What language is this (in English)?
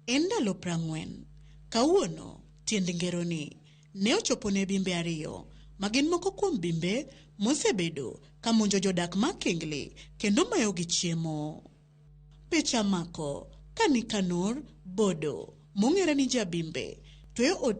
Luo (Kenya and Tanzania)